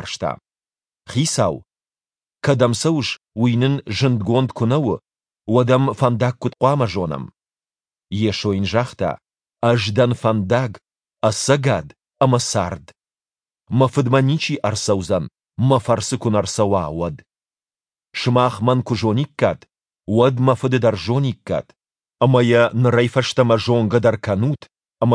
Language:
Ossetic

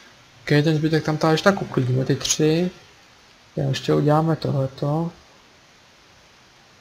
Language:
Czech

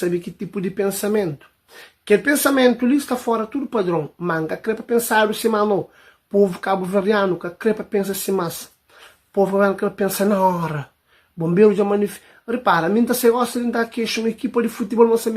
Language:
Kabuverdianu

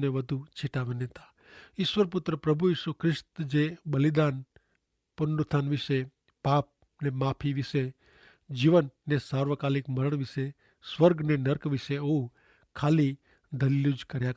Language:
Kachhi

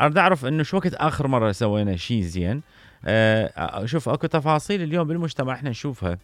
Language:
Mesopotamian Arabic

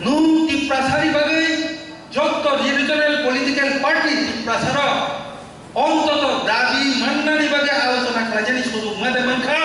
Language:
Kok Borok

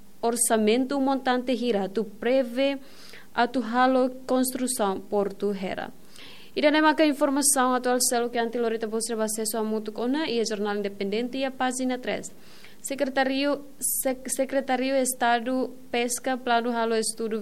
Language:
Tetum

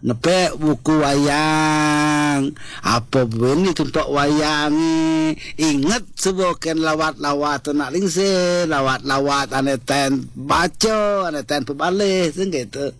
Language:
Balinese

